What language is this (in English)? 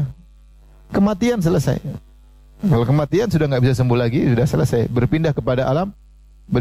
Indonesian